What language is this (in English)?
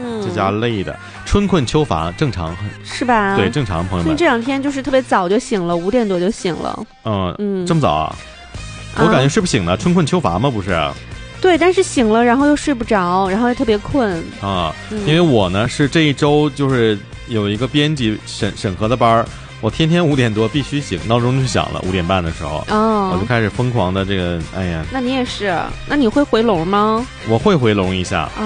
Chinese